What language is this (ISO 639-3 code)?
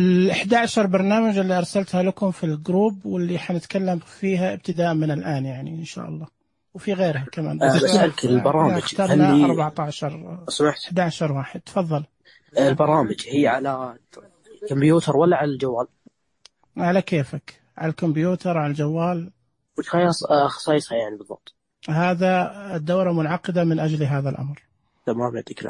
ars